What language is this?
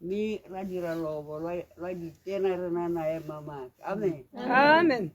Tswana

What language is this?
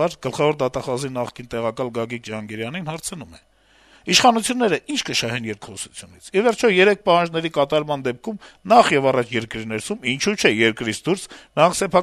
Armenian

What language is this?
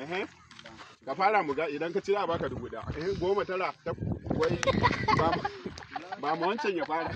Hausa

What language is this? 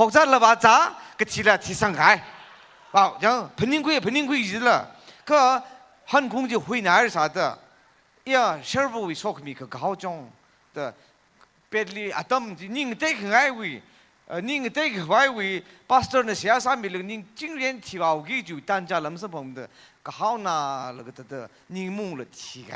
Tangkhul Naga (India)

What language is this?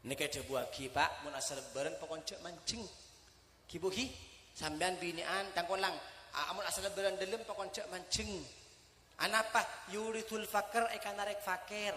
Madurese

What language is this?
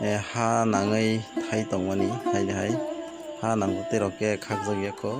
Kok Borok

